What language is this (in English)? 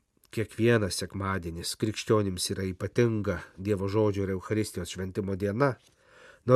Lithuanian